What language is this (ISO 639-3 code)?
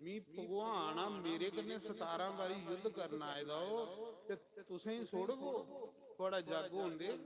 doi